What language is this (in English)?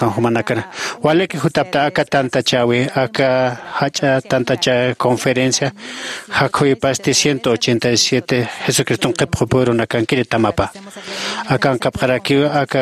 Aymara